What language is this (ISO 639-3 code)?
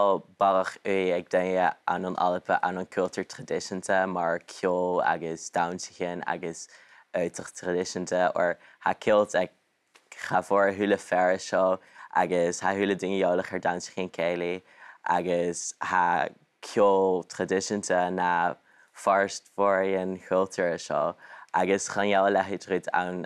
gla